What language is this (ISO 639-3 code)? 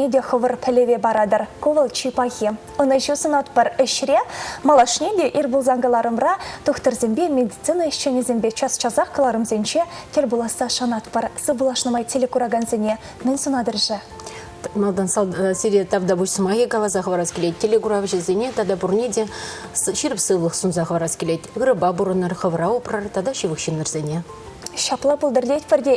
chv